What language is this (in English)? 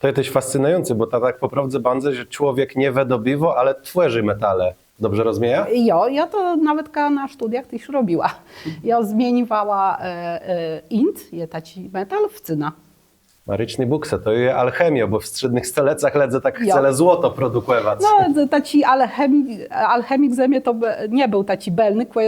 Kashubian